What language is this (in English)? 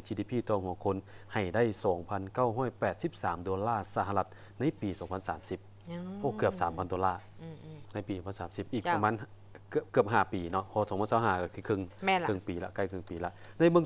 Lao